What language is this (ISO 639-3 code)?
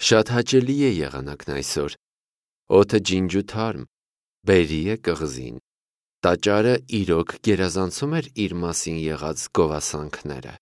hye